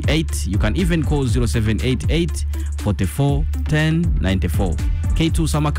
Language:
Kinyarwanda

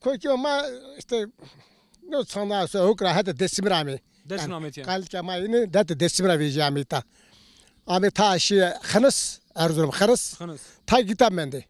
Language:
Zaza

